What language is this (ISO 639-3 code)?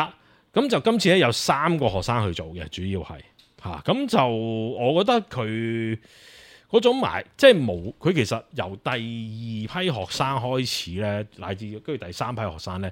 yue